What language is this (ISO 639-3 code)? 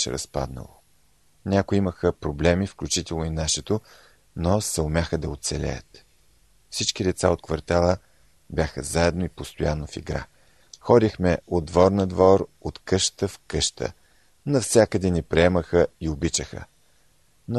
bul